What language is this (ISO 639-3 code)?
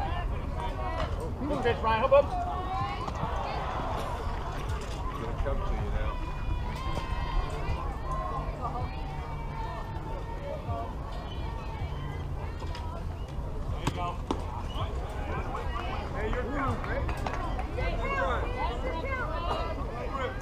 eng